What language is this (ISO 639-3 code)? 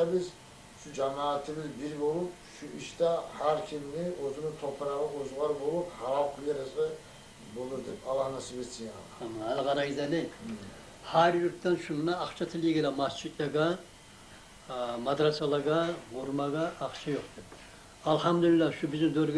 kum